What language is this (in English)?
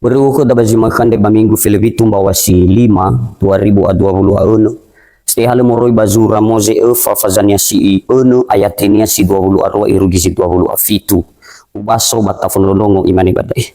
Nias